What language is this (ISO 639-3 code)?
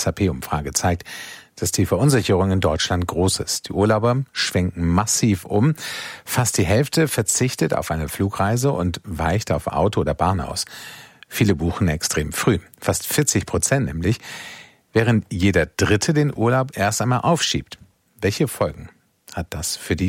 deu